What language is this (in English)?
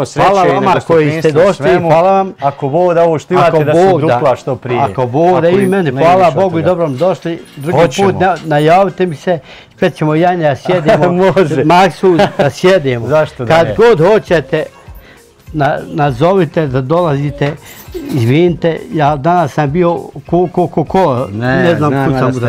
Bosnian